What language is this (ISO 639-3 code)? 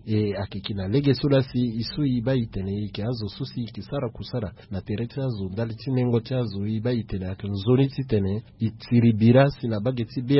sag